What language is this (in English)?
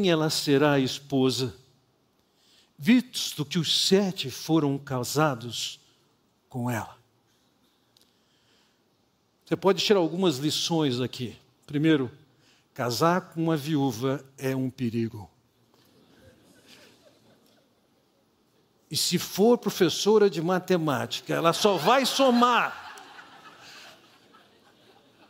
Portuguese